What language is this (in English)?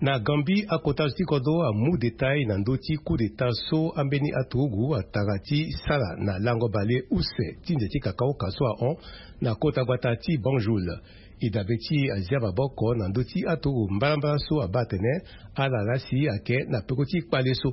Sango